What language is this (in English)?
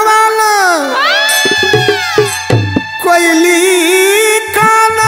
Bhojpuri